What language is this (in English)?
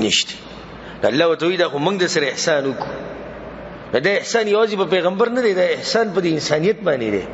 Pashto